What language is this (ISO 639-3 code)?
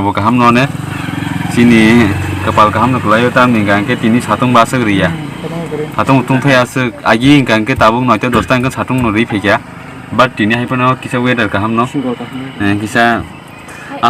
trp